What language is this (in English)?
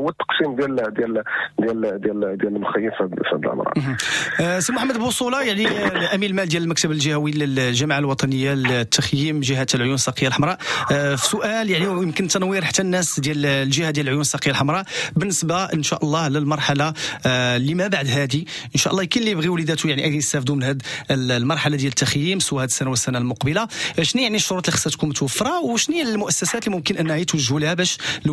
Moroccan Arabic